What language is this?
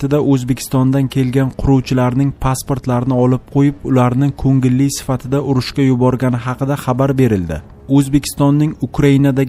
Uzbek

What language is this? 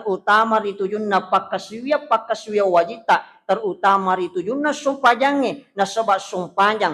Buginese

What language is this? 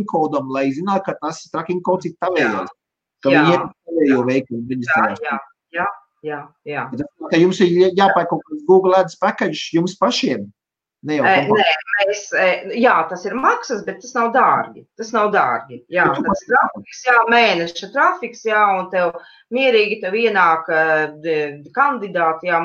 Latvian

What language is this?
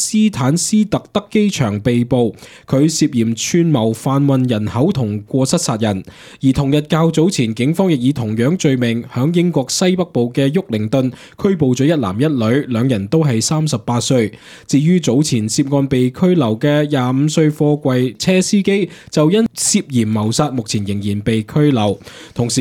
Cantonese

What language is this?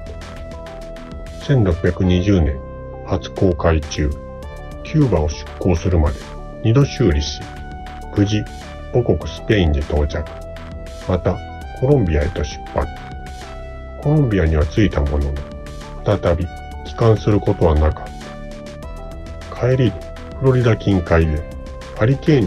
Japanese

